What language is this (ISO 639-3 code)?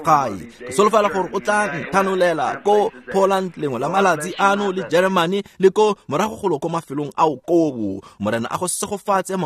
tsn